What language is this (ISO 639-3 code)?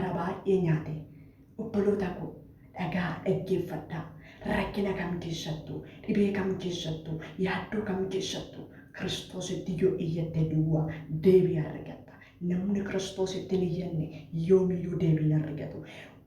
orm